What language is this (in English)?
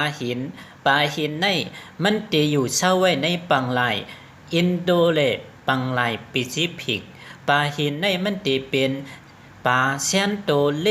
Shan